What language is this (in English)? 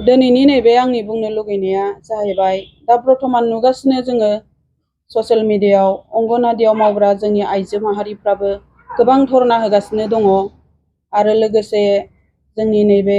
Bodo